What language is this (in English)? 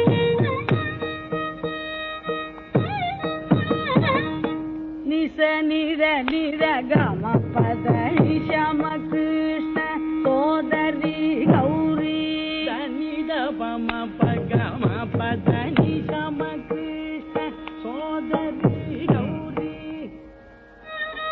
Tamil